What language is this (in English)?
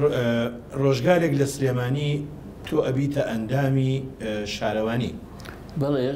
Central Kurdish